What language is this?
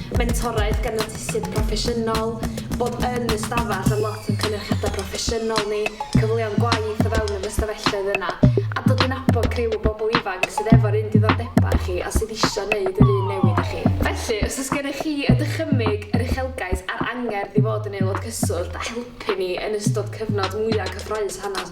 Welsh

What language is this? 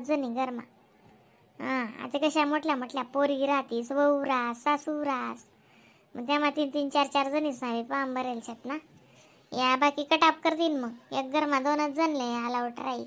Khandesi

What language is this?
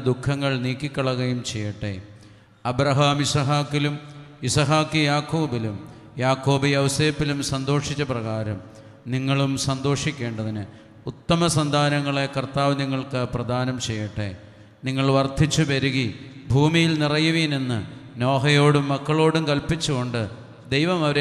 Malayalam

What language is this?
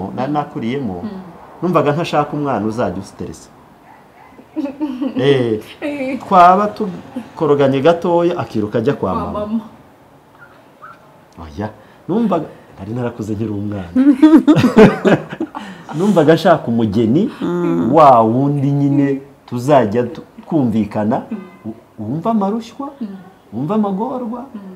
Kinyarwanda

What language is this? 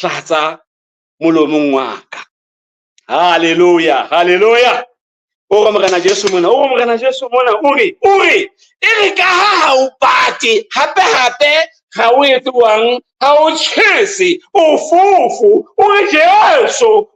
Southern Sotho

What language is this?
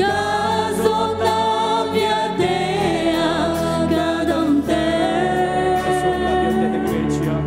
Hakha Chin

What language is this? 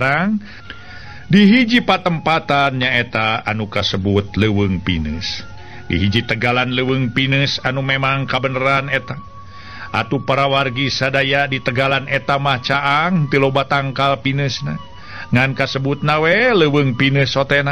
Sundanese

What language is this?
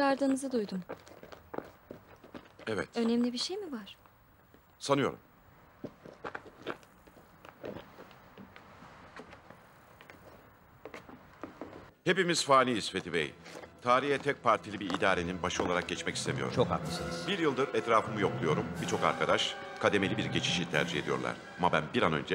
Turkish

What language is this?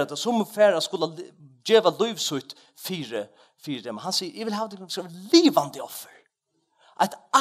Faroese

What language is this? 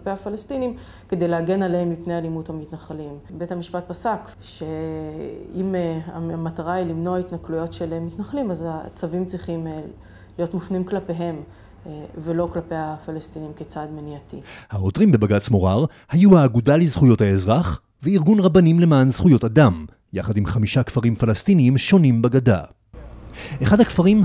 Hebrew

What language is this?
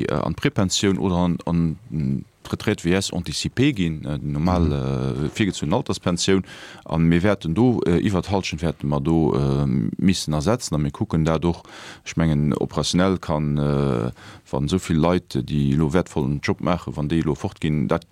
Luxembourgish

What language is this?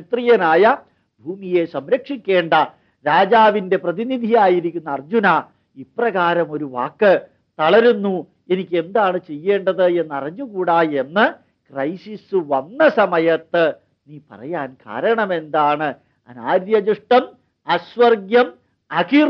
Malayalam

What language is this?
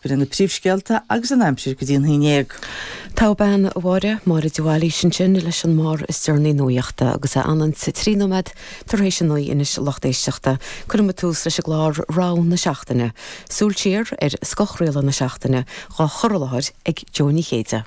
Irish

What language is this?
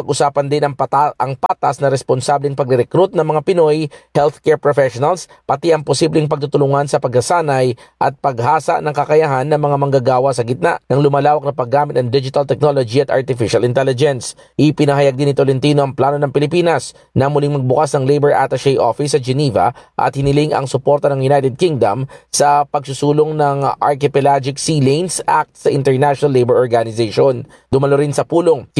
Filipino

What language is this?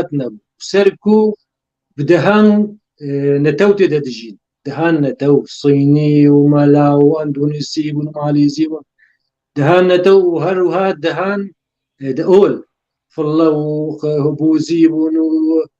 Kurdish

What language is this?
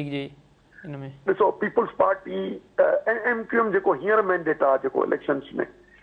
Sindhi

